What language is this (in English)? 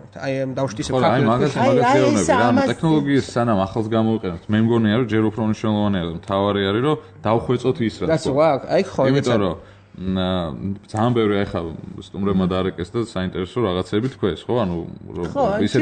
Georgian